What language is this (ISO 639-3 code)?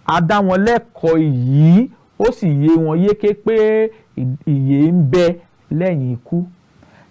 yor